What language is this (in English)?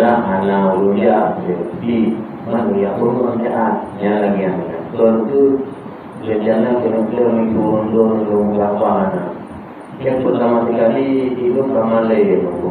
Achinese